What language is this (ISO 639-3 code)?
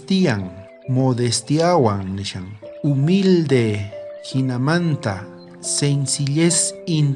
quh